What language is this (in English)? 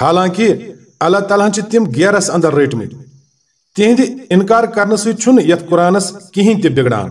Kashmiri